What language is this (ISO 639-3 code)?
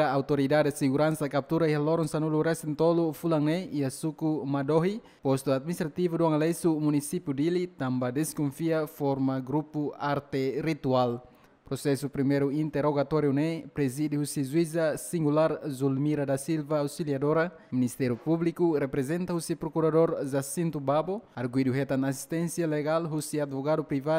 tet